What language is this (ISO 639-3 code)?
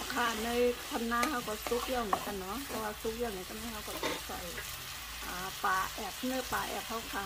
shn